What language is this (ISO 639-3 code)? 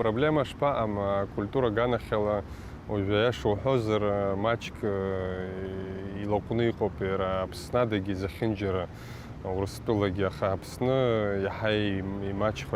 abk